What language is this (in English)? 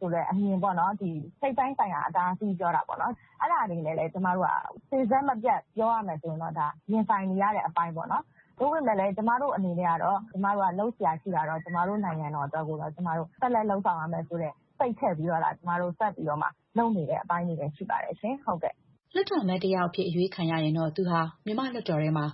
Burmese